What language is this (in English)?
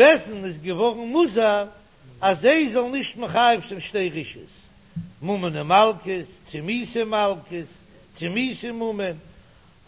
Yiddish